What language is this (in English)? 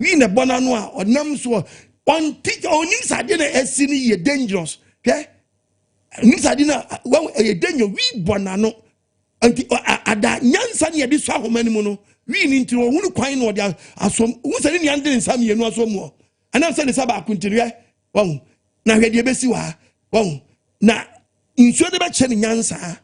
Akan